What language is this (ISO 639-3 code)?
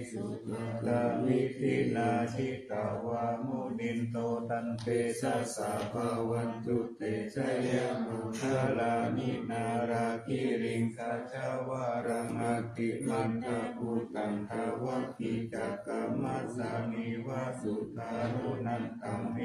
pli